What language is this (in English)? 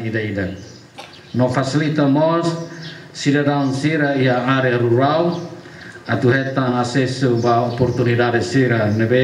Tetum